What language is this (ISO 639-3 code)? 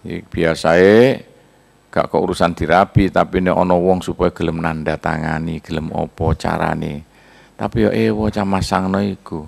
jav